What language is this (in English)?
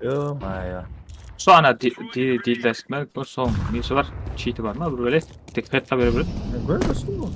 Kara-Kalpak